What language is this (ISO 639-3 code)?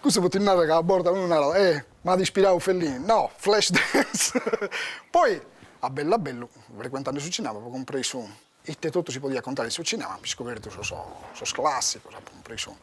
srd